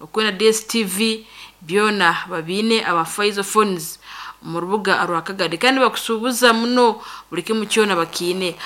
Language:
Nyankole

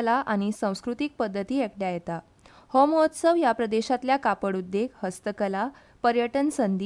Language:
Konkani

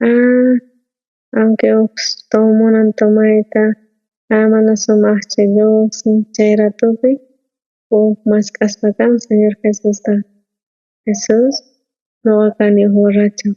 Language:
South Bolivian Quechua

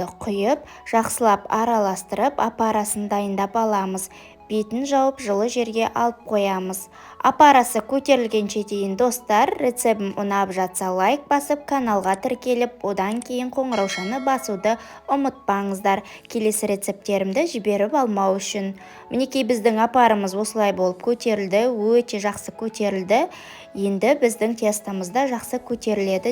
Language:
Kazakh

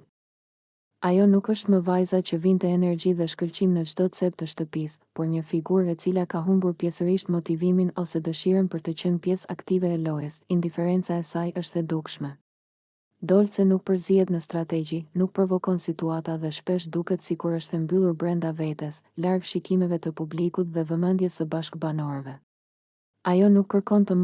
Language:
Albanian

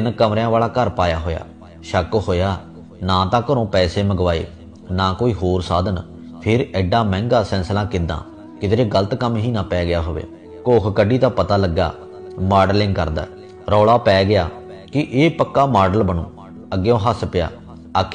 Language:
Punjabi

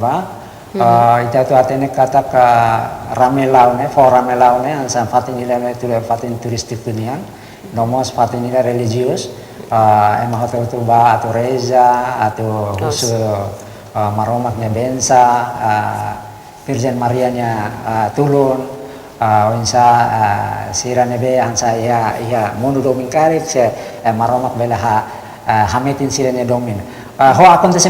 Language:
Tetum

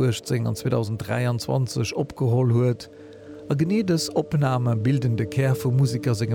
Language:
Luxembourgish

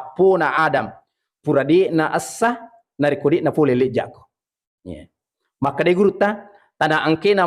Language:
Buginese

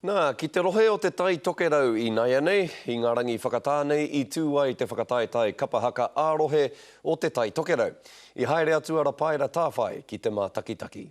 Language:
Māori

